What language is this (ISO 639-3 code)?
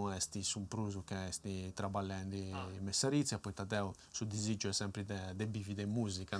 srd